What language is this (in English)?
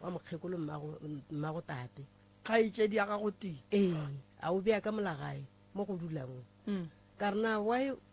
Northern Sotho